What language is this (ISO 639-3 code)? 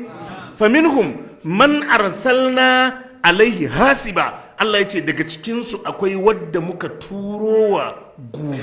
hau